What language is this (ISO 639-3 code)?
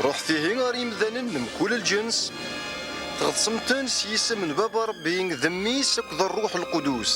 kab